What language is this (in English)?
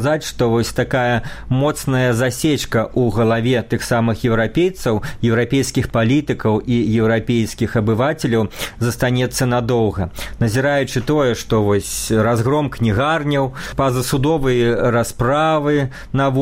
Belarusian